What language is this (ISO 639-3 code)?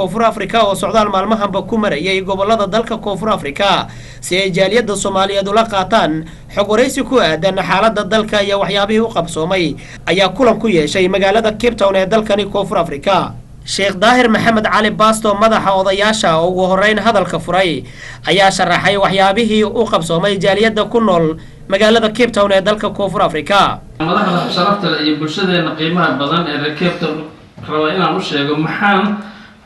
som